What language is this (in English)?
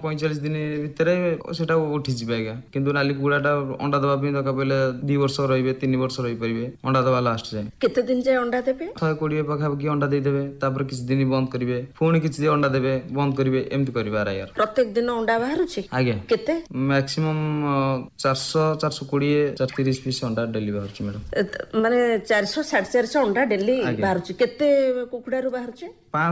Odia